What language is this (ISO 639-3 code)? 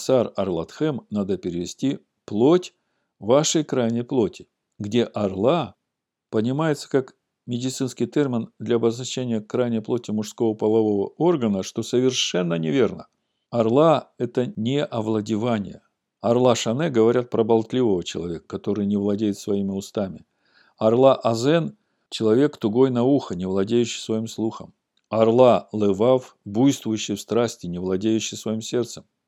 rus